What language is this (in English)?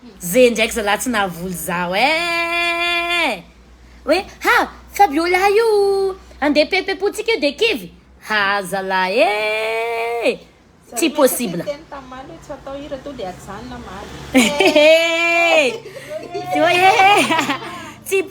Malagasy